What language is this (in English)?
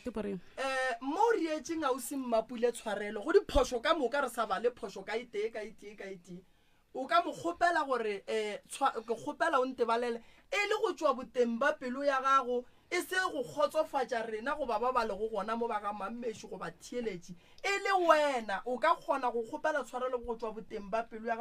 Northern Sotho